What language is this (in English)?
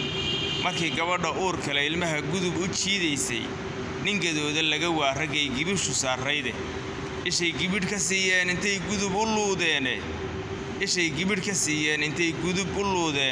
Somali